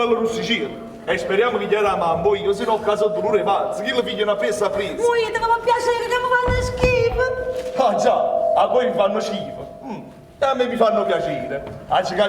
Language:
Neapolitan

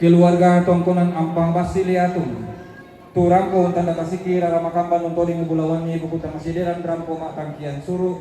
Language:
Toraja-Sa'dan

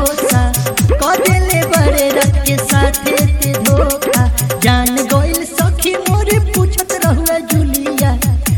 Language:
Bhojpuri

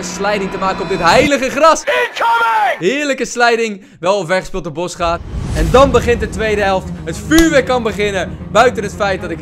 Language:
Dutch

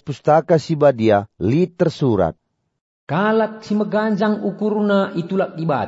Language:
Batak Karo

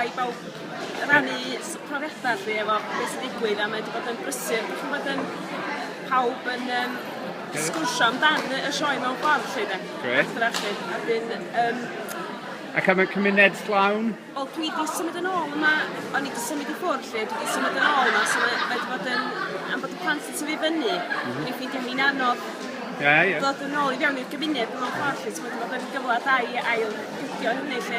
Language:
Welsh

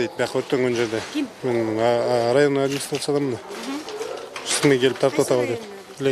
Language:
Kyrgyz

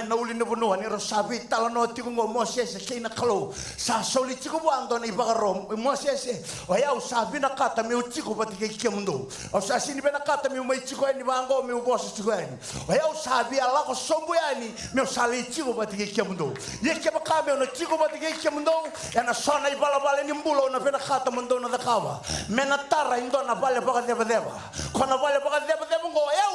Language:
Fijian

